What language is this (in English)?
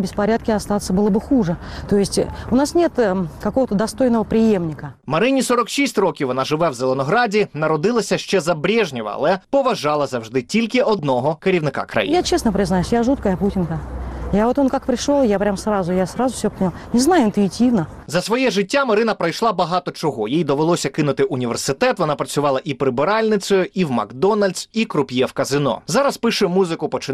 Ukrainian